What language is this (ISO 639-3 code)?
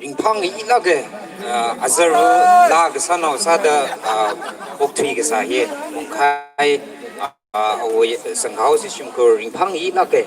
nmf